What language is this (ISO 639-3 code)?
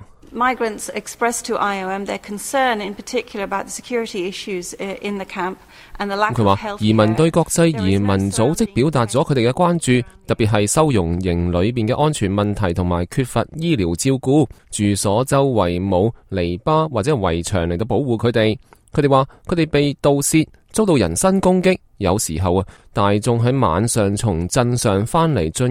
yue